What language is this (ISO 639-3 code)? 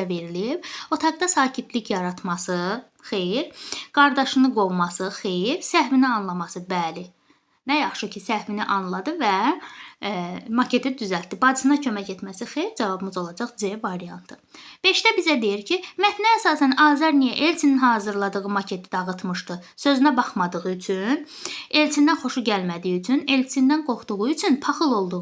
aze